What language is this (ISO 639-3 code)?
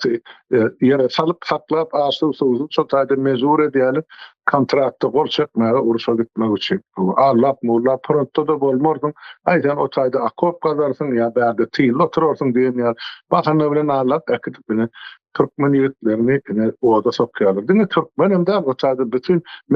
tuk